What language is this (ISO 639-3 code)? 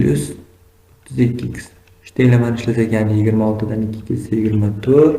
uzb